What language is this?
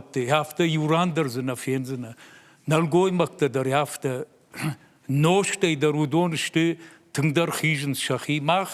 Ossetic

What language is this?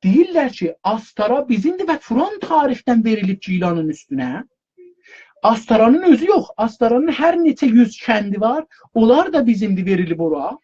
South Azerbaijani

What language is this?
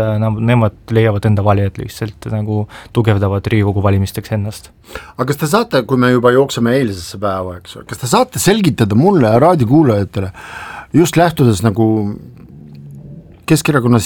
Estonian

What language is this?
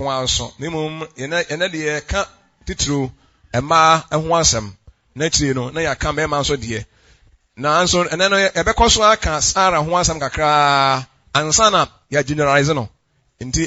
Akan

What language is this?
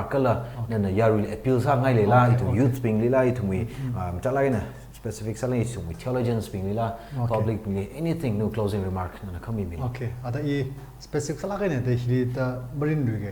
Tangkhul Naga (India)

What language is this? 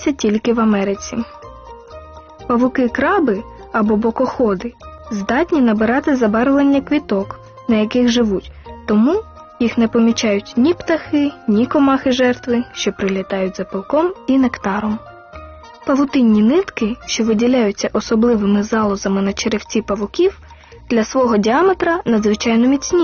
Ukrainian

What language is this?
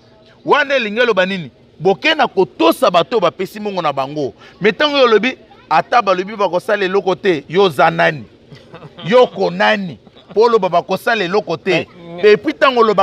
Lingala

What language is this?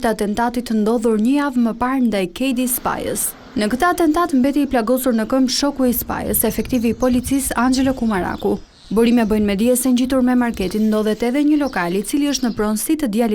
Albanian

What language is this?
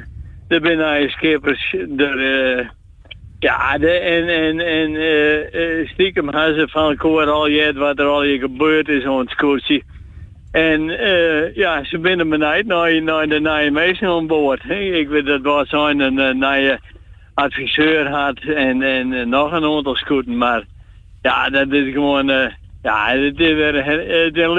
Western Frisian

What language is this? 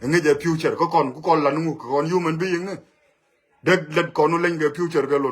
Nuer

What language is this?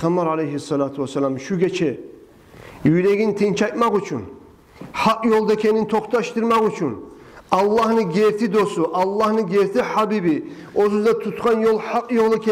Kumyk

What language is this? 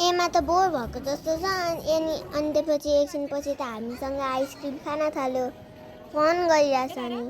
Nepali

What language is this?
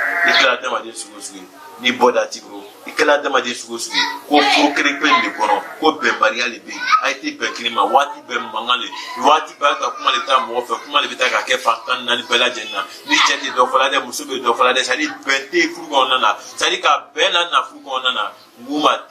Bambara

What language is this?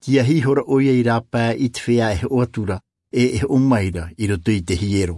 Tahitian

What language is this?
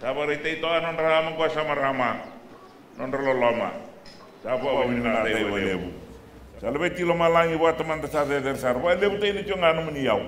Fijian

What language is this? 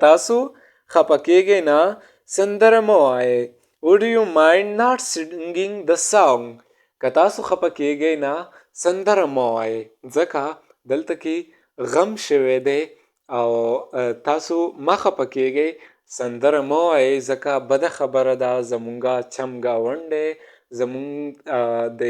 Pashto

